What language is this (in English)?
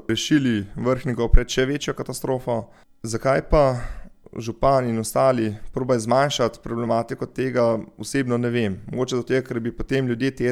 Slovenian